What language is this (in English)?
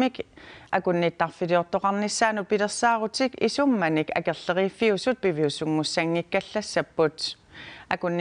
Kalaallisut